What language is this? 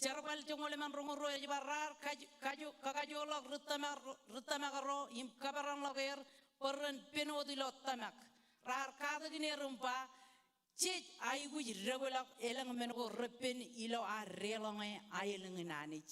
Marshallese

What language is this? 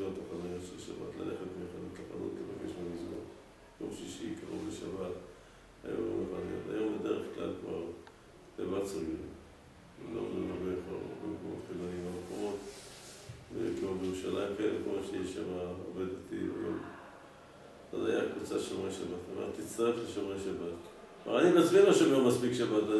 Hebrew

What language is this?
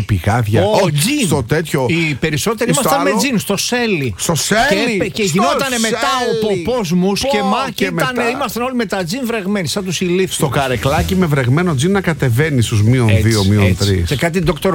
Greek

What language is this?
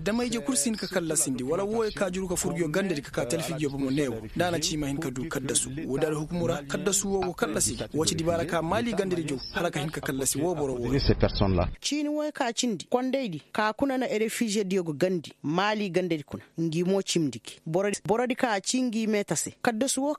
Koyraboro Senni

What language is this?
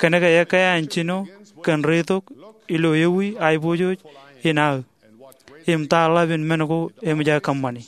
Marshallese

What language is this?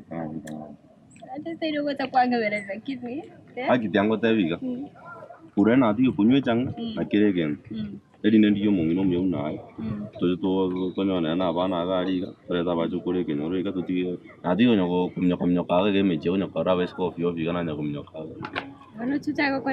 Gusii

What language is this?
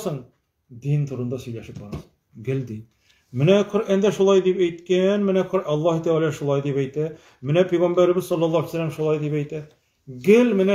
Tatar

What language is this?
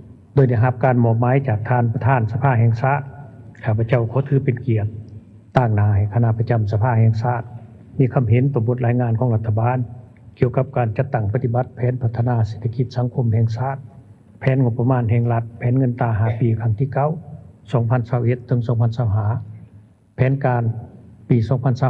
Lao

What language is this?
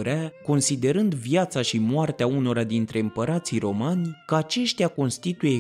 Romanian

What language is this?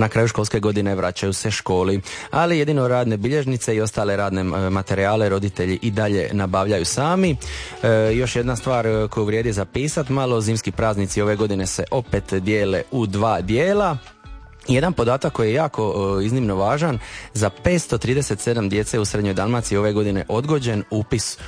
Croatian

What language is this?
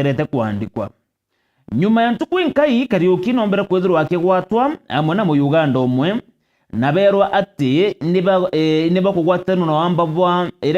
Meru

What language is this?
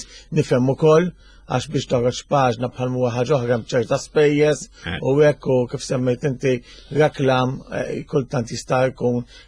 Maltese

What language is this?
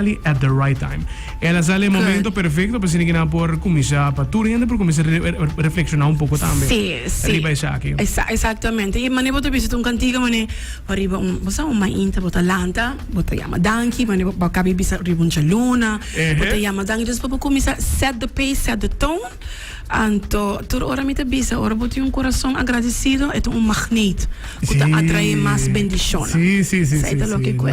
Papiamento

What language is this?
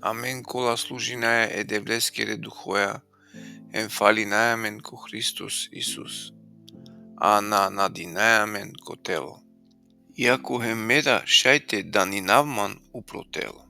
Balkan Romani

